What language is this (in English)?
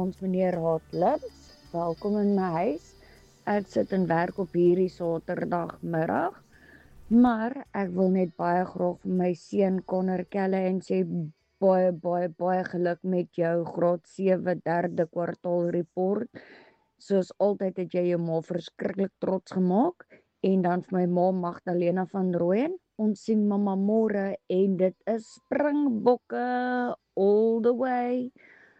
Afrikaans